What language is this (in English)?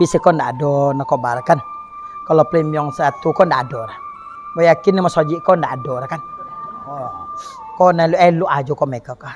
Minangkabau